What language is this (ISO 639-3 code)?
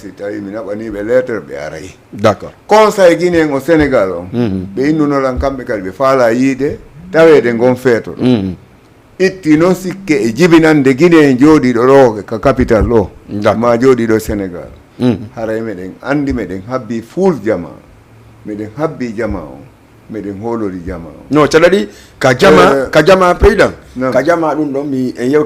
ful